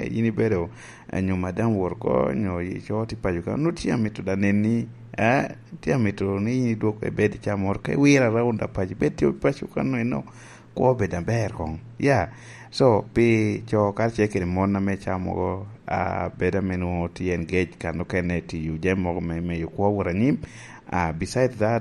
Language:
Lango (Uganda)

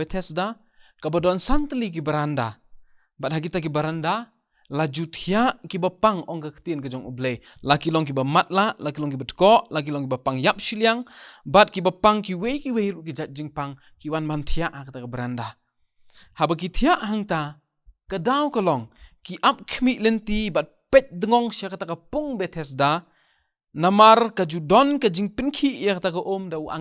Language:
Khasi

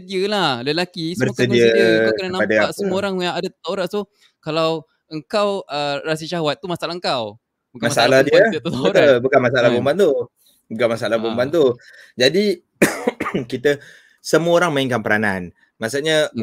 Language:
Malay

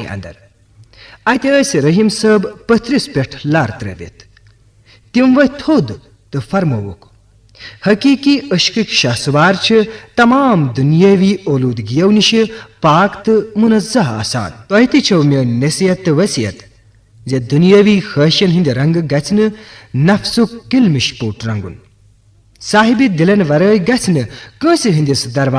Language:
Kashmiri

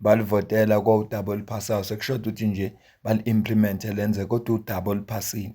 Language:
Zulu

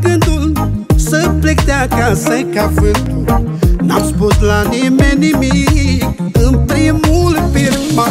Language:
Romanian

